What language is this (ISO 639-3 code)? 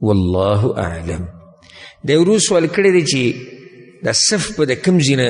pus